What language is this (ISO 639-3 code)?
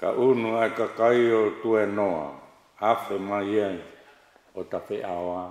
ton